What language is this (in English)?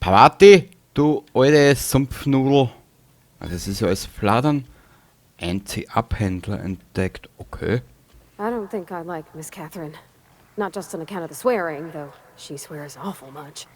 Bavarian